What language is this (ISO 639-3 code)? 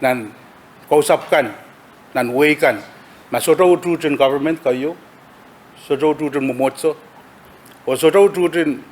pon